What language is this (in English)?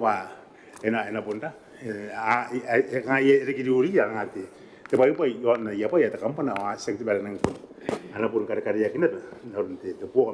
Gilbertese